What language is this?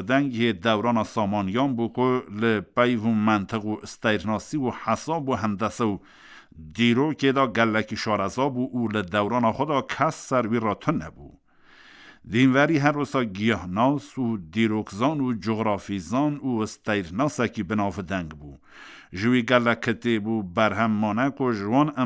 Kurdish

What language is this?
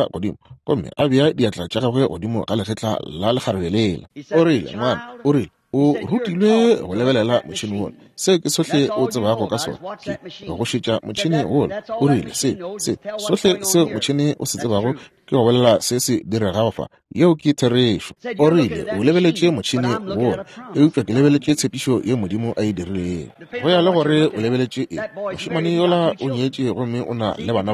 Northern Sotho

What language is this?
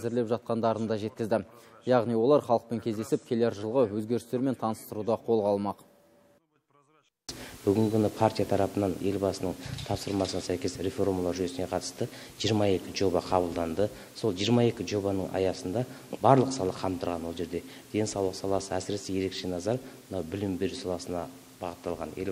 Kazakh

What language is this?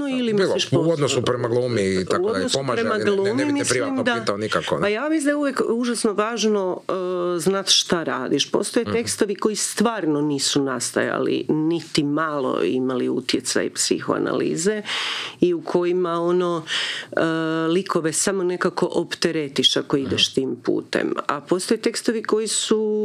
Croatian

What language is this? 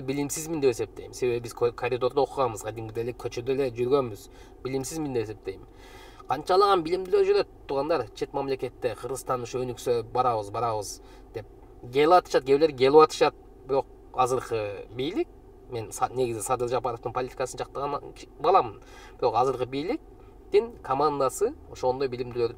Kyrgyz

